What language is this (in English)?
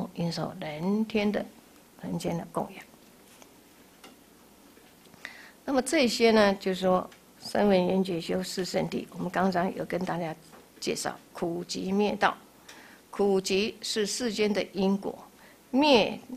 Chinese